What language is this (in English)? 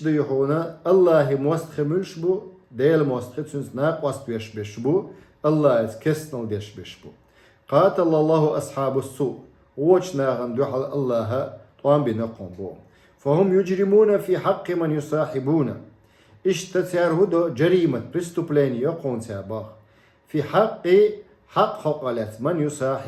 Chechen